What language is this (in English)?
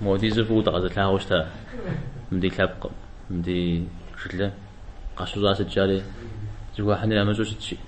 Kabardian